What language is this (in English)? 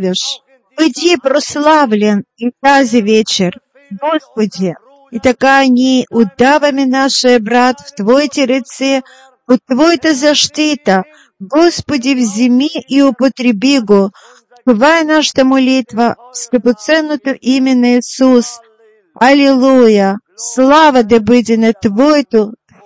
Bulgarian